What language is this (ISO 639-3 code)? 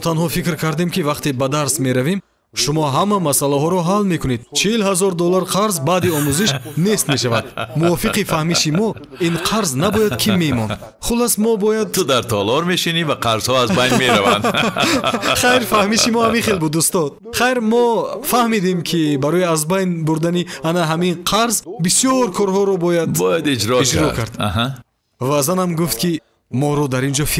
tgk